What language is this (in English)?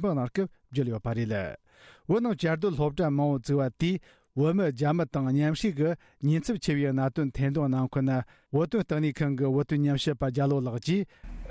Tibetan